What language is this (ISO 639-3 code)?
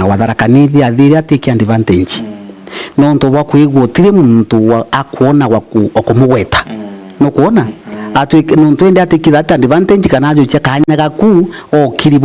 mer